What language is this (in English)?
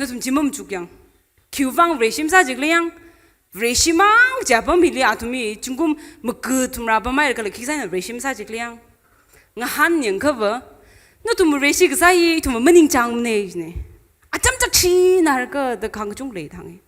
Tangkhul Naga (India)